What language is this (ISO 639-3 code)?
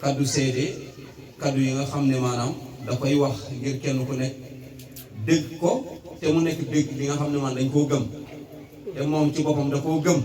wol